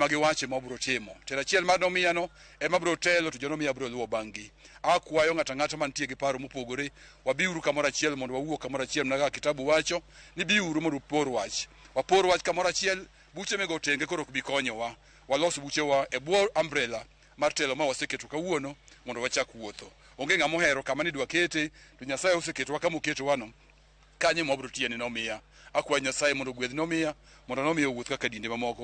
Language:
Luo (Kenya and Tanzania)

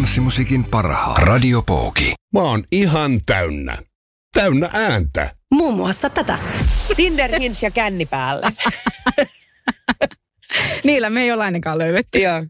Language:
Finnish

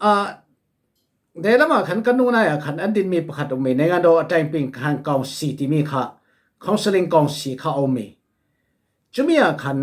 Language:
Falam Chin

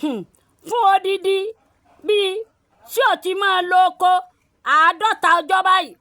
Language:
Yoruba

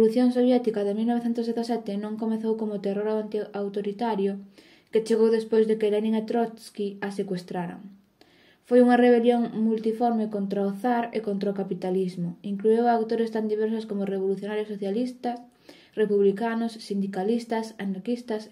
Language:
Galician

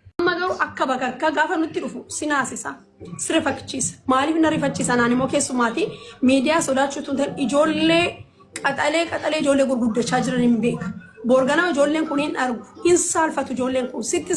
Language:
Oromo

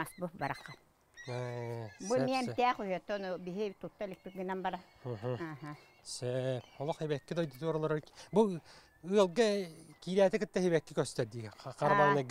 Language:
Yakut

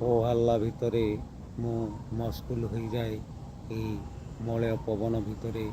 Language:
Odia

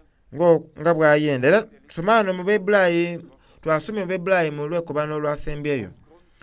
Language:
Soga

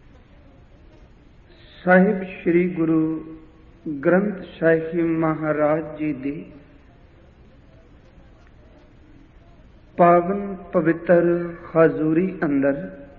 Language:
Punjabi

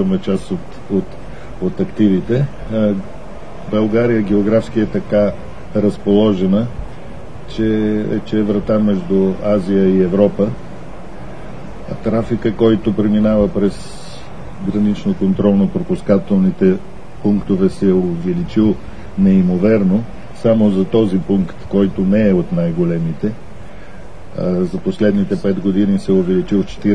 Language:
Bulgarian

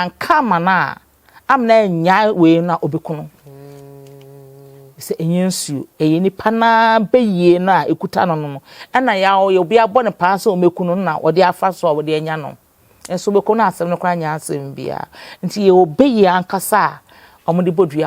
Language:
Akan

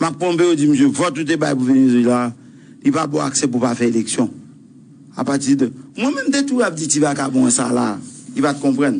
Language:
Haitian Creole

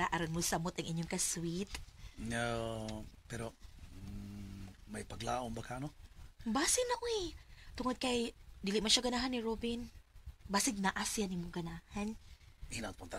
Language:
Cebuano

